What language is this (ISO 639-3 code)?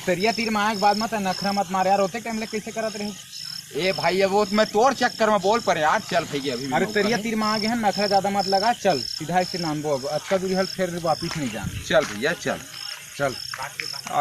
hne